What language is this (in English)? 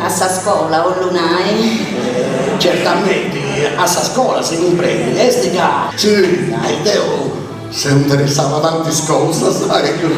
Sardinian